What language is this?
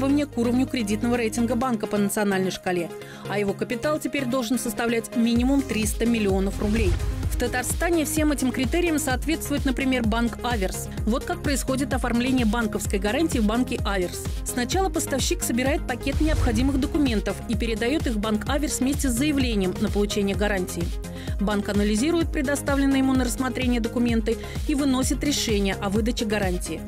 Russian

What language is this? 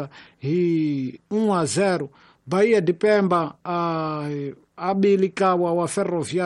Tsonga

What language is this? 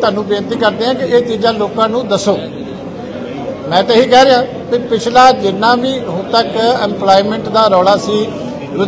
Punjabi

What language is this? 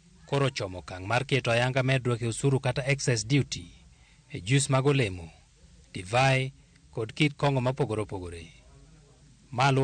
Luo (Kenya and Tanzania)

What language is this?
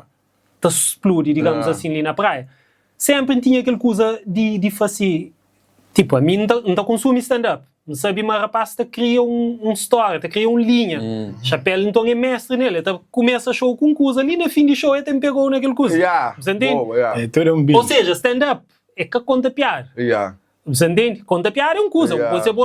Kabuverdianu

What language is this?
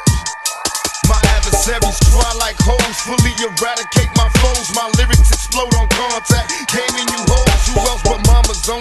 English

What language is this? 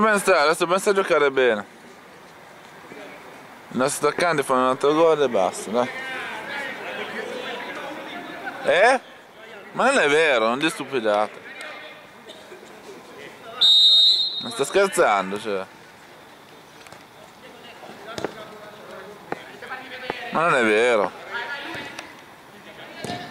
Italian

